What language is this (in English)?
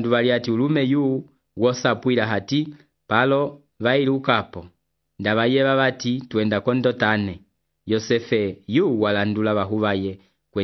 Umbundu